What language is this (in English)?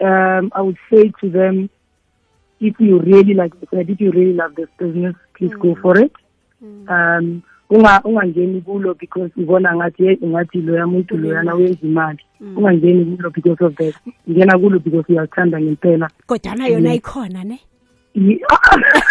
South Ndebele